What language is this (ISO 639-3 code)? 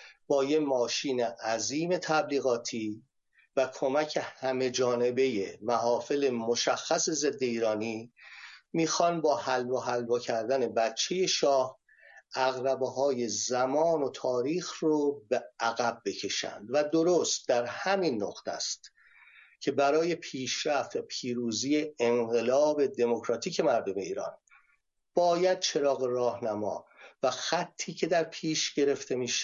fas